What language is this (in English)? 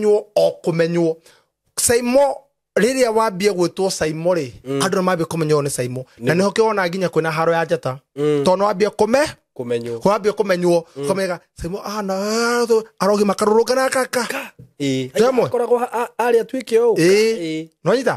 Kikuyu